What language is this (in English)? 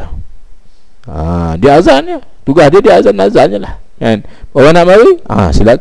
Malay